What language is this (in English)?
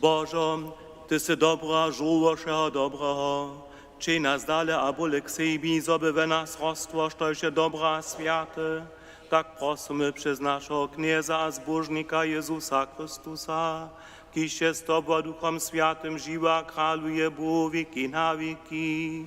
Upper Sorbian